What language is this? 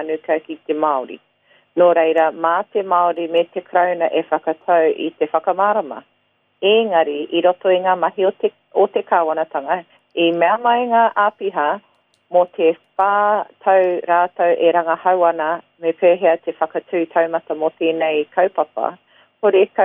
Māori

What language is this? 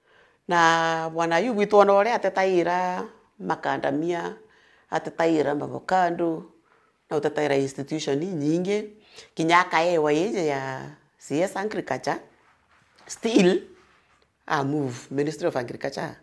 Meru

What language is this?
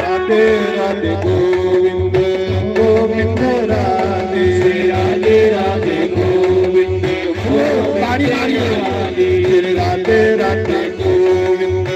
Dogri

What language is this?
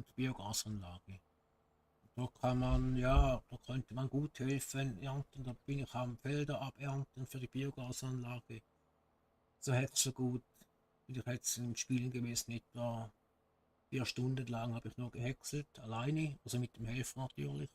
Swiss German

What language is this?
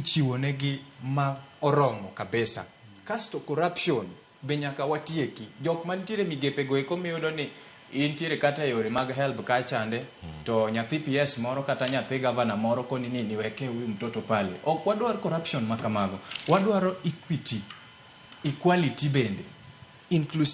Luo (Kenya and Tanzania)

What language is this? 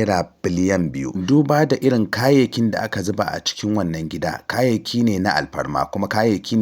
Hausa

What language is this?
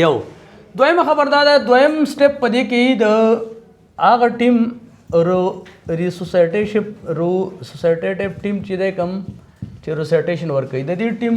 Pashto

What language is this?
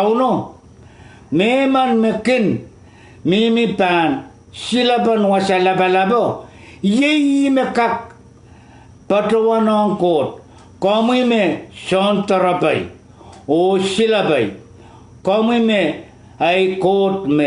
Pohnpeian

